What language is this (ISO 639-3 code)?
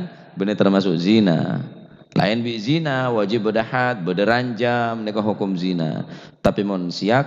mad